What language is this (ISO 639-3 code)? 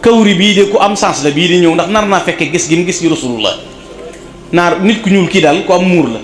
wol